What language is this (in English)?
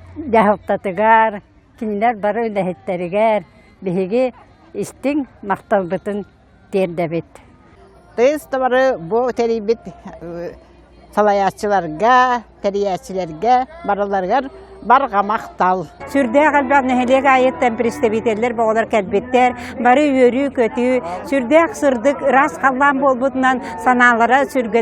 Yakut